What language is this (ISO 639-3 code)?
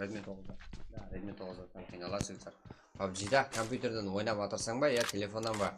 kaa